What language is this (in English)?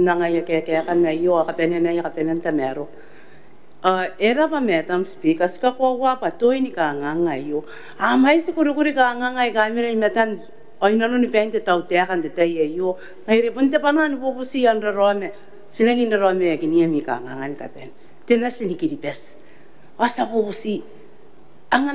Gilbertese